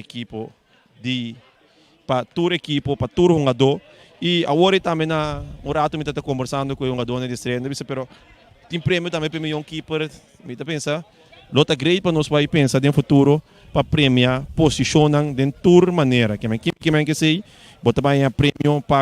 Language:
Papiamento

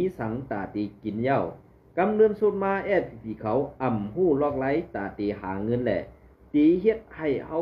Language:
Shan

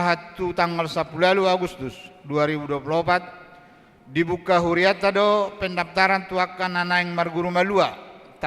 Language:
Batak Toba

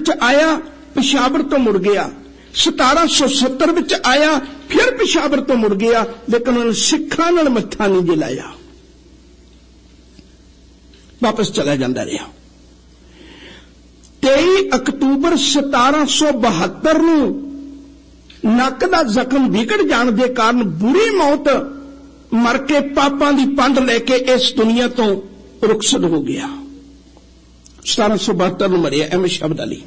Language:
Punjabi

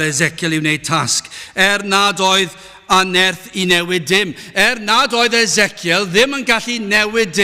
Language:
Welsh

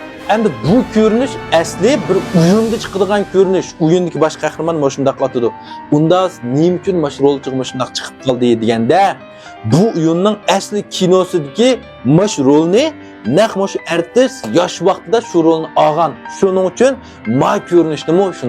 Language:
Uyghur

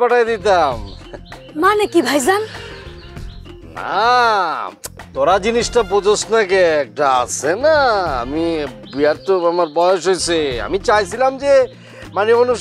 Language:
Bangla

